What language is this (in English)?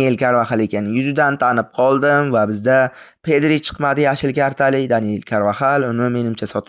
Uzbek